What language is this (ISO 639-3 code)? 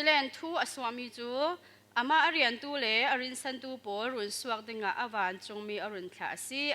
cfm